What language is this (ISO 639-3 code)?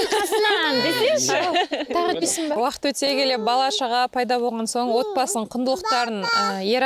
kaz